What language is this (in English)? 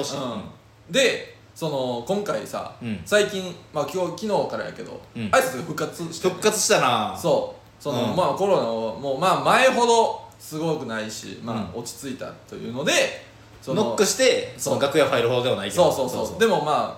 Japanese